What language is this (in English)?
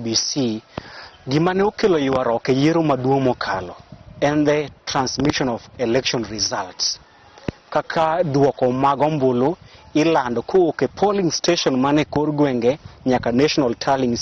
Luo (Kenya and Tanzania)